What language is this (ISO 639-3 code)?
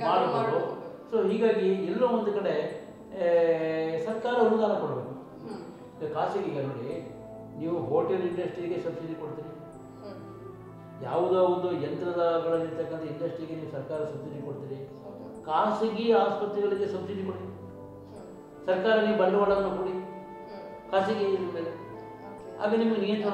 kan